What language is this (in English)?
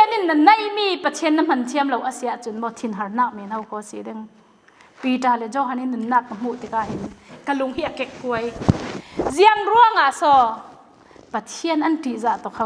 Falam Chin